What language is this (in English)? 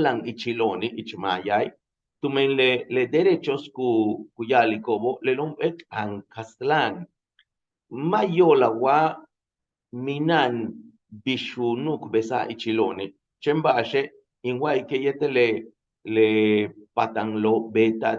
Yucateco